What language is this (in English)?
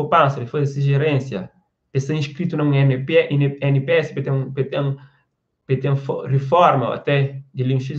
Kabuverdianu